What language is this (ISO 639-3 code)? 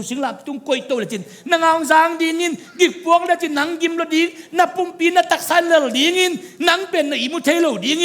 ctd